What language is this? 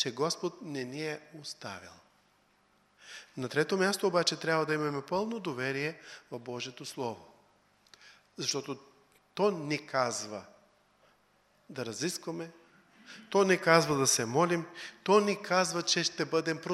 Bulgarian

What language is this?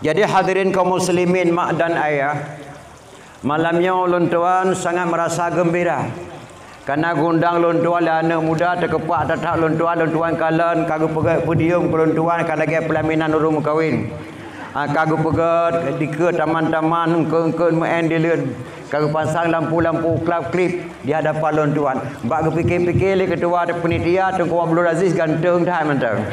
Achinese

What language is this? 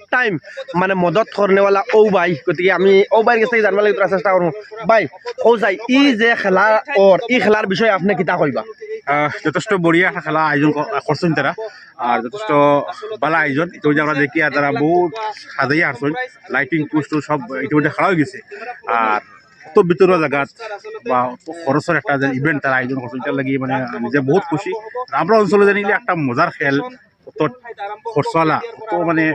Sylheti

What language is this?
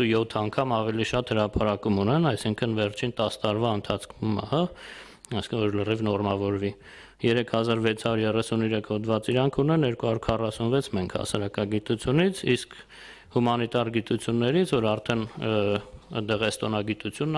Armenian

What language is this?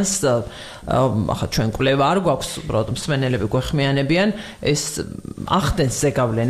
Georgian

